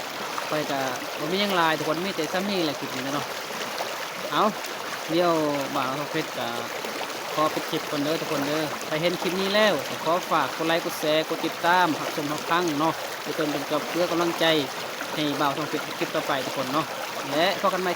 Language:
Lao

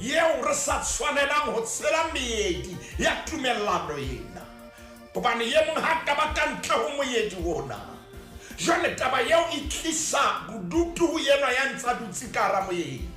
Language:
Southern Sotho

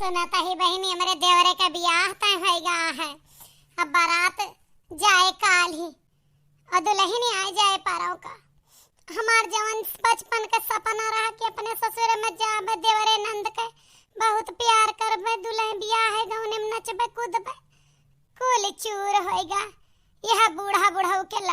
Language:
Awadhi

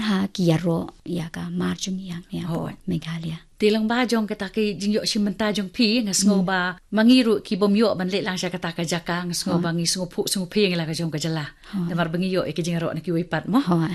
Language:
Khasi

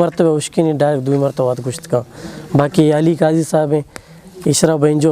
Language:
Eastern Balochi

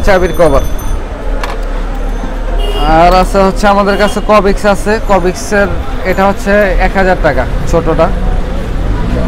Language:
Bangla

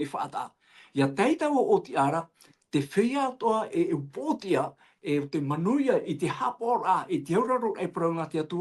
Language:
Tahitian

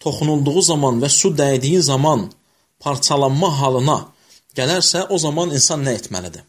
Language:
Azerbaijani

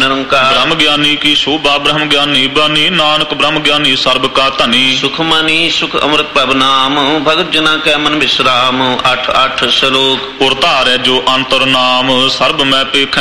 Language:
Punjabi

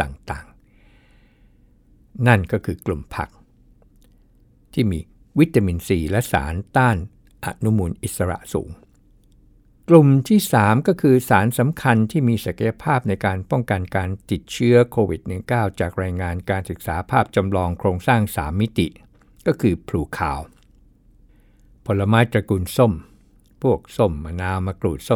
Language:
Thai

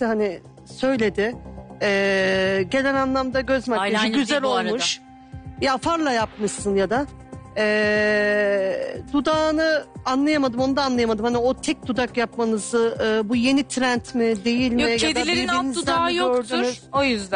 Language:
Turkish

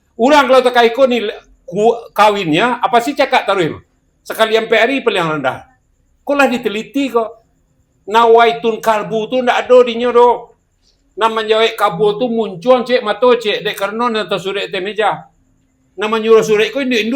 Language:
Minangkabau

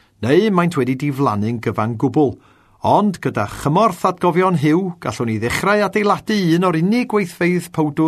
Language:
Welsh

